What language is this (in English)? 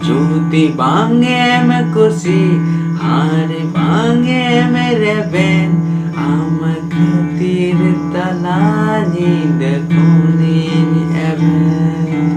Santali